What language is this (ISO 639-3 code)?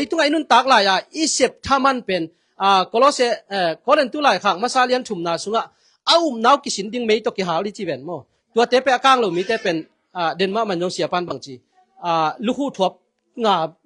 ctd